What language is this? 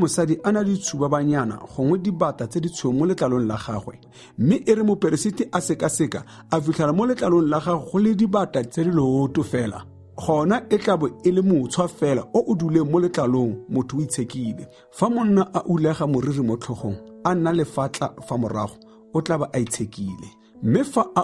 Tswana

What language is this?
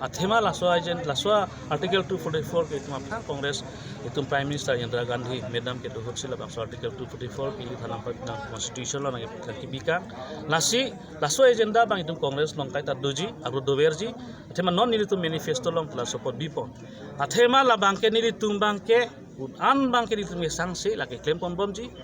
Karbi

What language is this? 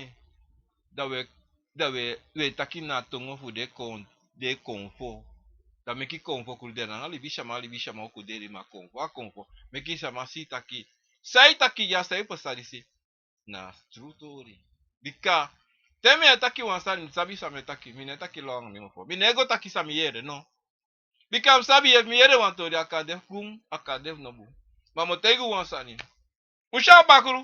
Sranan Tongo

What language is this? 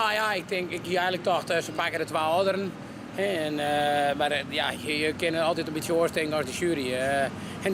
Western Frisian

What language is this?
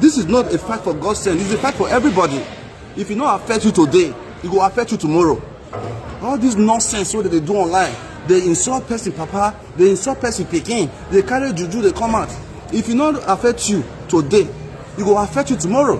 Nigerian Pidgin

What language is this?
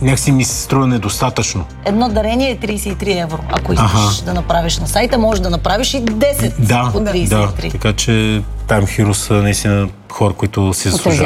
Bulgarian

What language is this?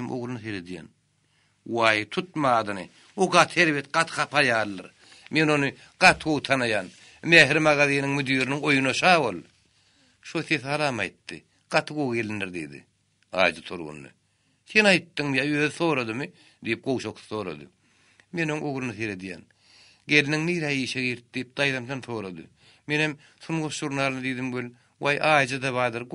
Turkmen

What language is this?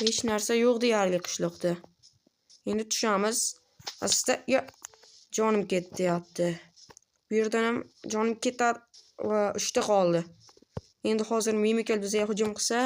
Uzbek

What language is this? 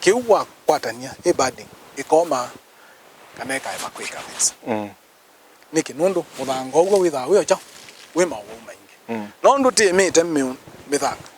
Kamba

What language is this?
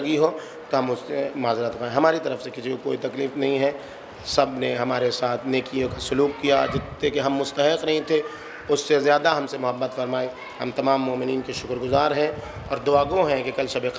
Urdu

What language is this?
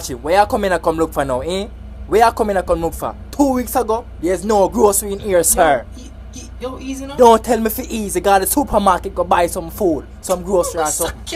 Jamaican Creole English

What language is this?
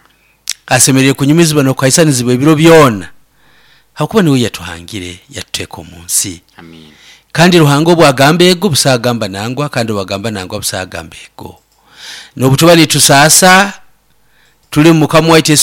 Nyoro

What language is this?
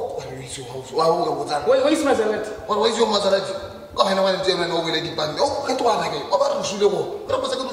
Tswana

